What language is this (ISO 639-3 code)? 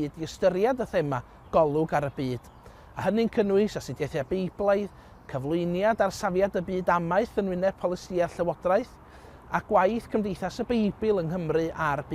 cym